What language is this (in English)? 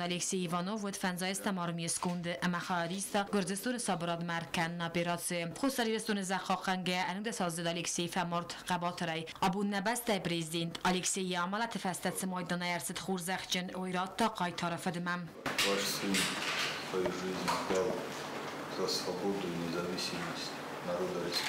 Ossetic